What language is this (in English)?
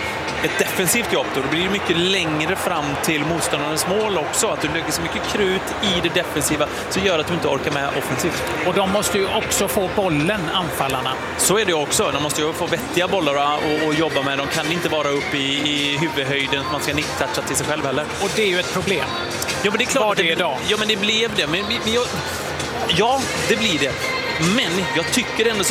Swedish